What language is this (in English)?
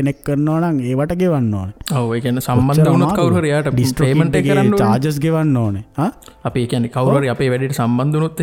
Sinhala